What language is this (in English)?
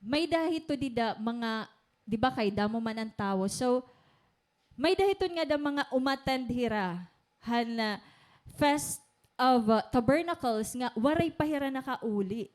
Waray